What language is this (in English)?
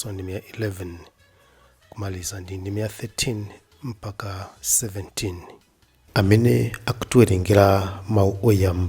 Nyanja